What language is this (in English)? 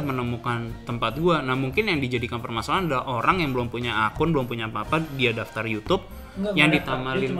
Indonesian